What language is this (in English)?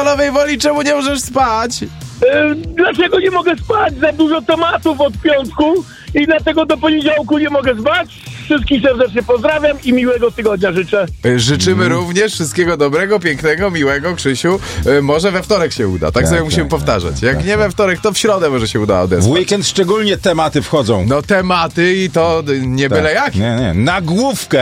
Polish